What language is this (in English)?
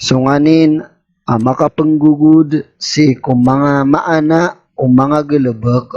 Maranao